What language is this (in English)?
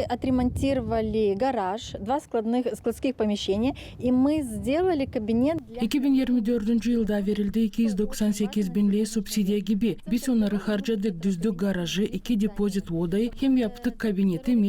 Gagauz